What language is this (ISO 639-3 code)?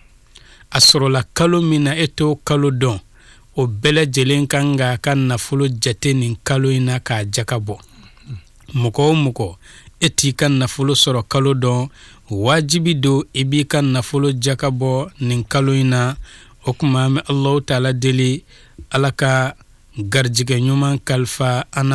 bam